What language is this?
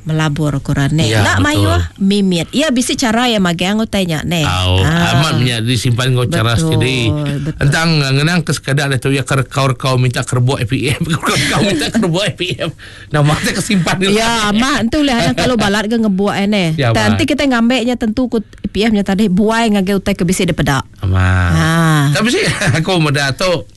Iban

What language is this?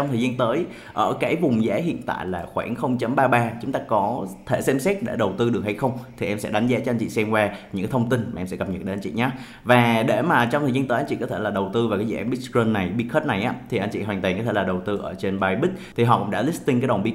Vietnamese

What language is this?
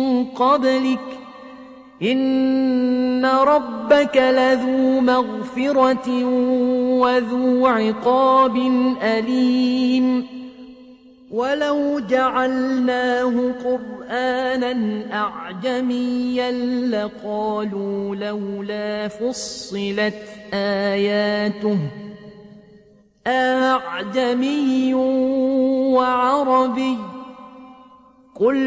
Arabic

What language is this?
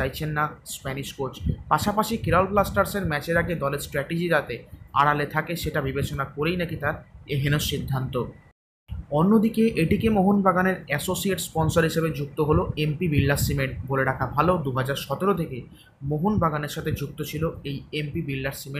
Bangla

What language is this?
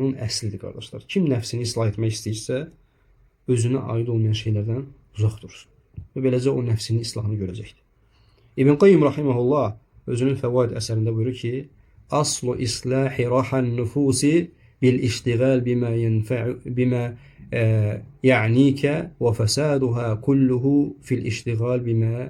Azerbaijani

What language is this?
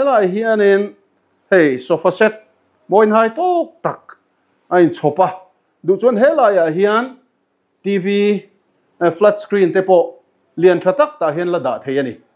Mizo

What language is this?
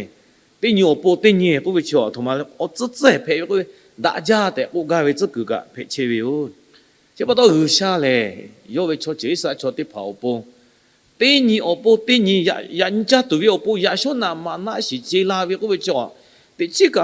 Lahu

